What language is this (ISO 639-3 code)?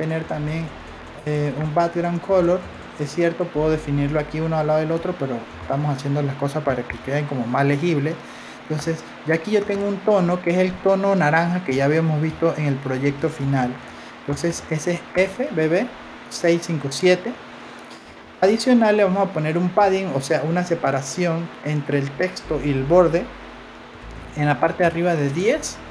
spa